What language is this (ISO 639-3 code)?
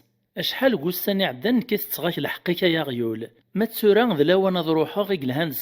kab